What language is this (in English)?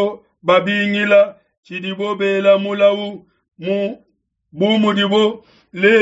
Luba-Lulua